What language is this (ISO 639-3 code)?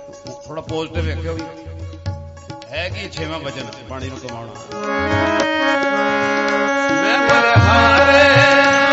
pan